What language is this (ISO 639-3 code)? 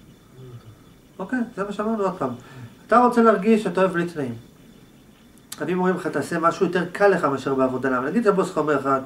heb